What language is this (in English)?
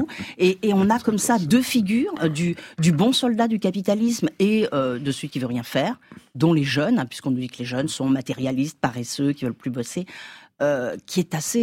French